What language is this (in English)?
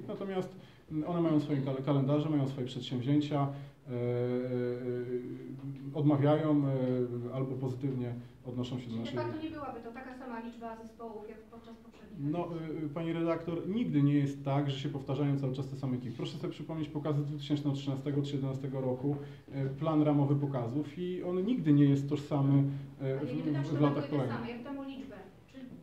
Polish